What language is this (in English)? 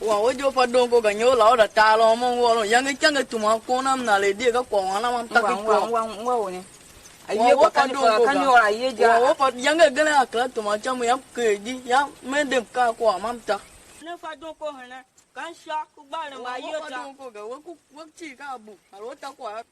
Tiv